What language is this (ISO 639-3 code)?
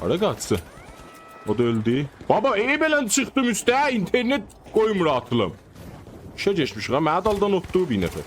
azb